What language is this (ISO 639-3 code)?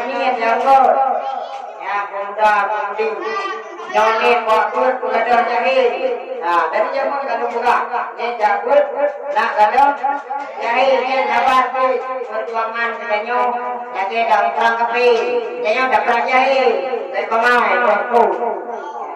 ace